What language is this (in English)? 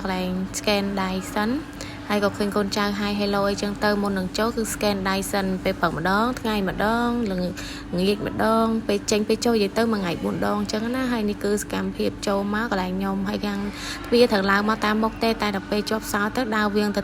Khmer